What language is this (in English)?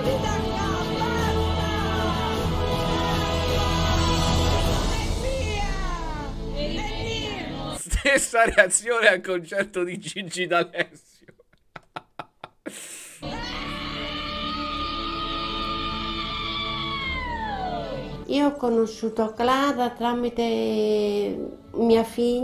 Italian